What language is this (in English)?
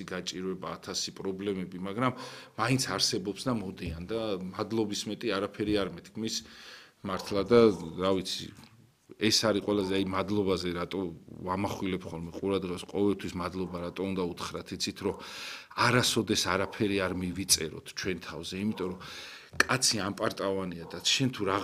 Georgian